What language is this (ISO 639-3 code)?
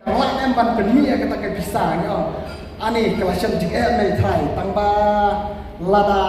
kha